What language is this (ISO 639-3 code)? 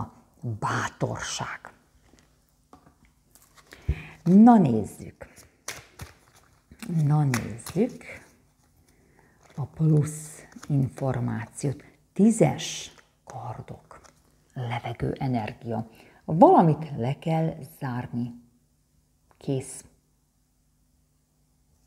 hun